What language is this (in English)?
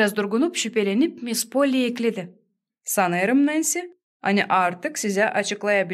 Gagauz